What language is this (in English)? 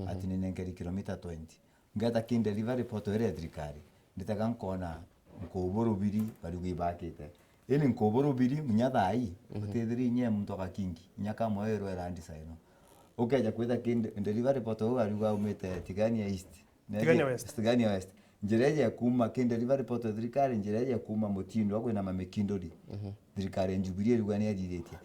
Meru